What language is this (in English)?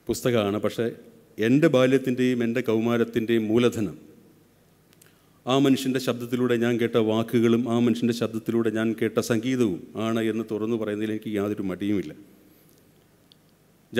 Malayalam